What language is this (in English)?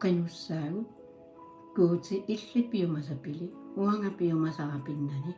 Kalaallisut